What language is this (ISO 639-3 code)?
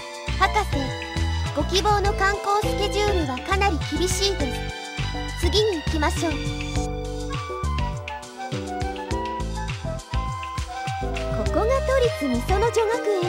jpn